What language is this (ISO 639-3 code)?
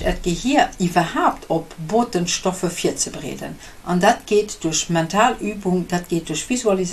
ltz